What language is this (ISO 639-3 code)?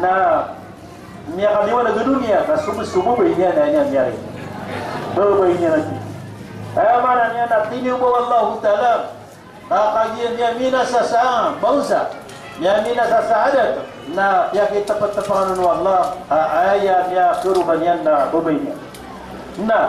mrw